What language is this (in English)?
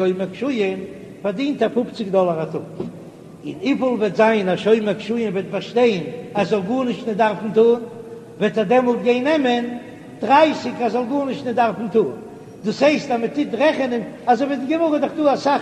Yiddish